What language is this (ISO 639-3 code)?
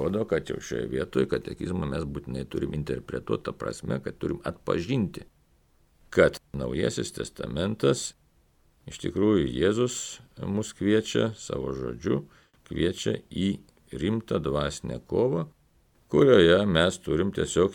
lit